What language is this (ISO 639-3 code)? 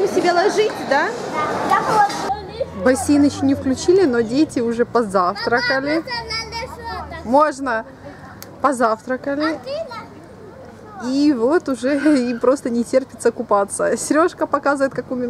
rus